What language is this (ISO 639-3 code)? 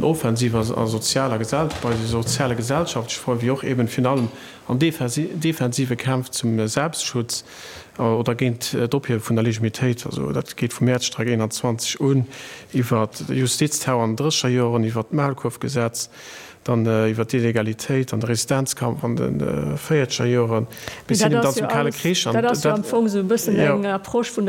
ltz